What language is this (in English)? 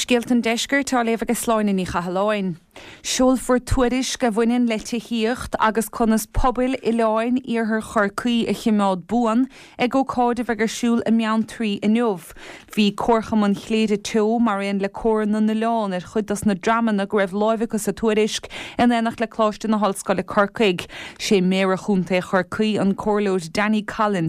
Irish